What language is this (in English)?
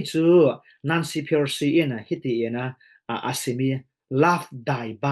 Falam Chin